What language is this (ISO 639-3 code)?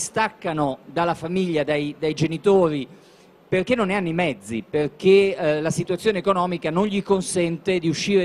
ita